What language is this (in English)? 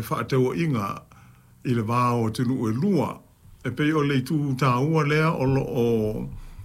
Samoan